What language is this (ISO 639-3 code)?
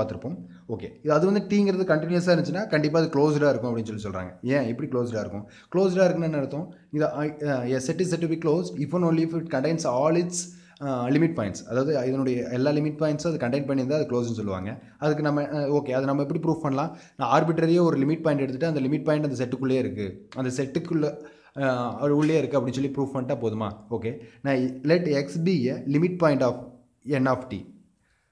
tam